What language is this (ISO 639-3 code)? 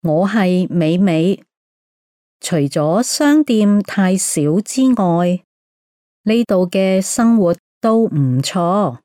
yue